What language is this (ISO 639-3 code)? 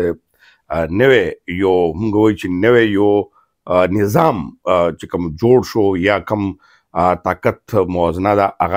pus